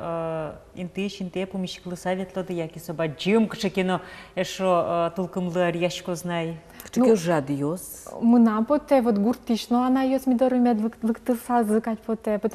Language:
Udmurt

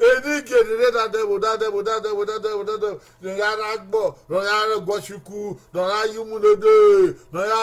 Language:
Bini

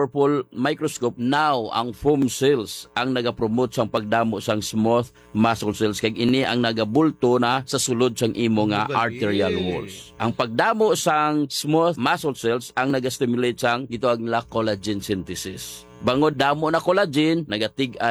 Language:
Hiligaynon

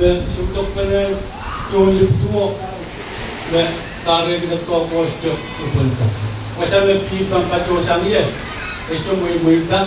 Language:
Pohnpeian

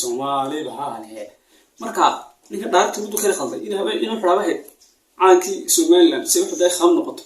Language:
Somali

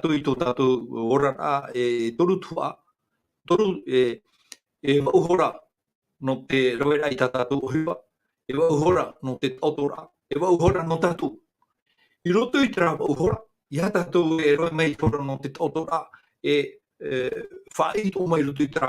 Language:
Tahitian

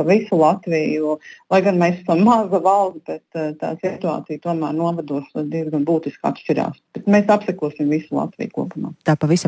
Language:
Latvian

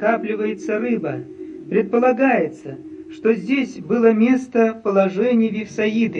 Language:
Russian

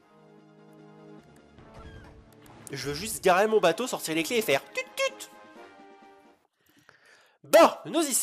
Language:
French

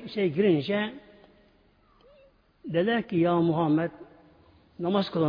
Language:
Turkish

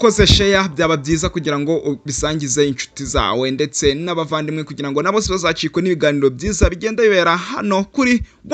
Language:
Kinyarwanda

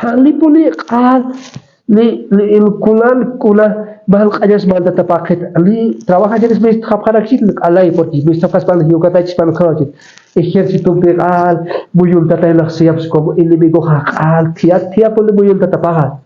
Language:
Aymara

